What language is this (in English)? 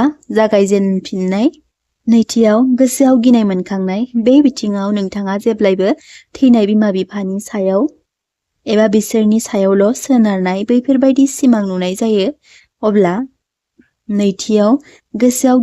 Bodo